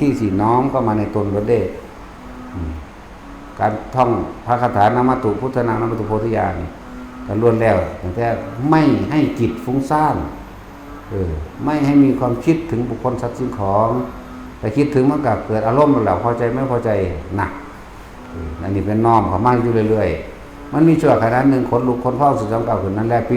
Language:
Northeastern Thai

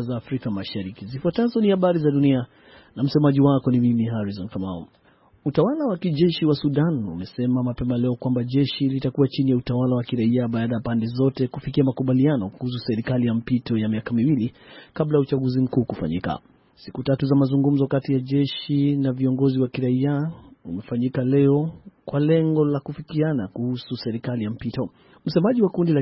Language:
Swahili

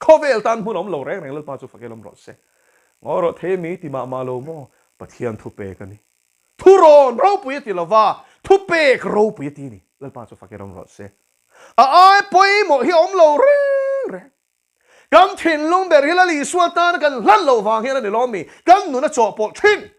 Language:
Mizo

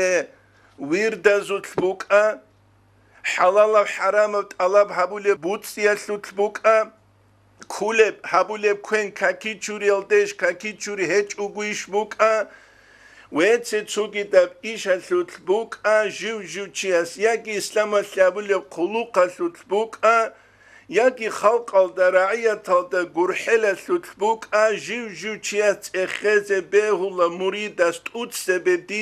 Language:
Avaric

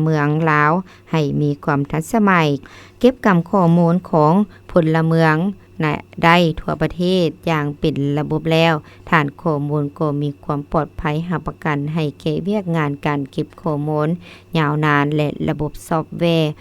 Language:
Lao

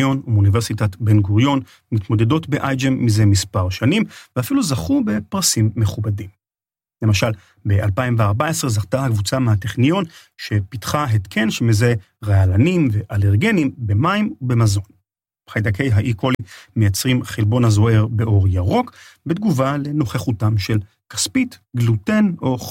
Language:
Hebrew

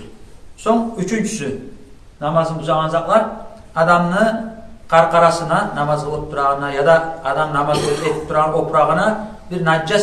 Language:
Kumyk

